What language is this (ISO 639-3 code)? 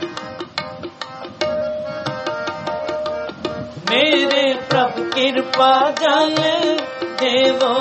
pan